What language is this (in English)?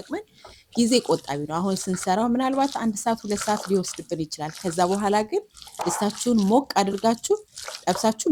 Amharic